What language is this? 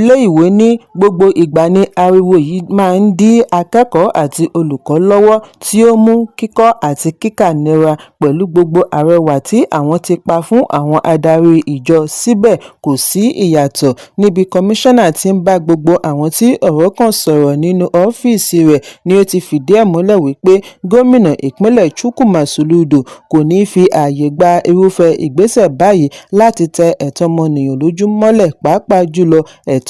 Yoruba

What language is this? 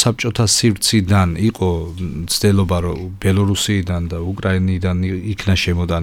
Georgian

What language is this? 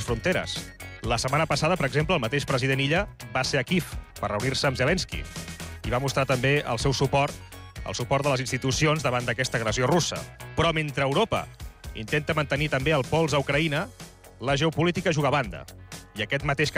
Catalan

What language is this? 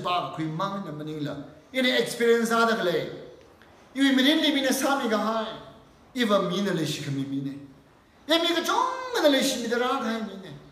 Tangkhul Naga (India)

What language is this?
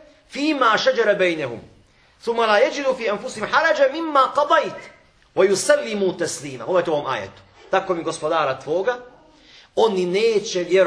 Bosnian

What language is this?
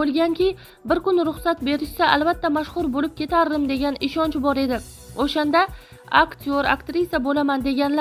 Uzbek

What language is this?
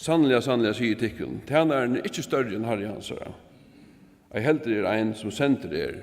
Faroese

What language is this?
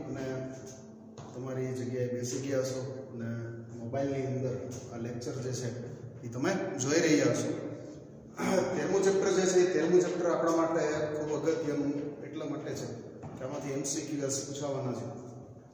Gujarati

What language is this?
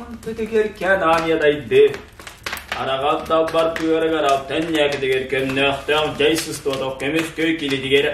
Yakut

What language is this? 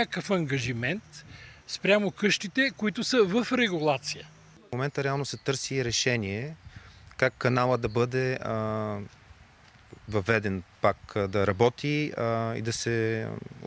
Bulgarian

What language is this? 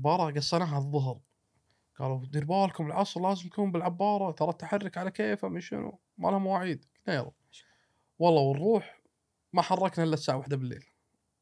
Gulf Arabic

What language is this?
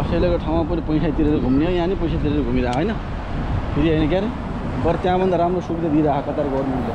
Nepali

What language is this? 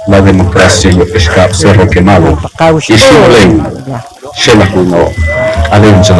Poqomchi'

